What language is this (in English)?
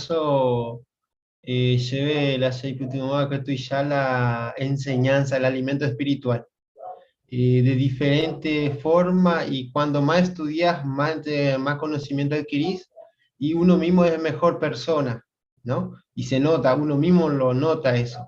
Guarani